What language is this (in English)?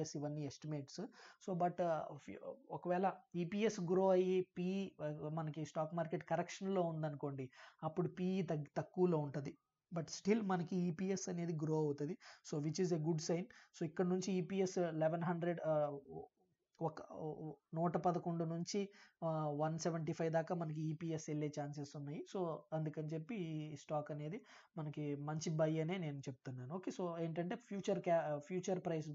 Telugu